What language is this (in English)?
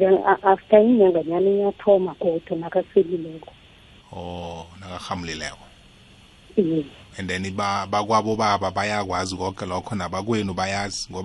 South Ndebele